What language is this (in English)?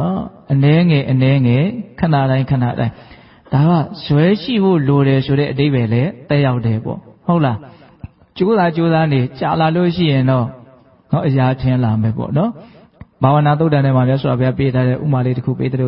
Burmese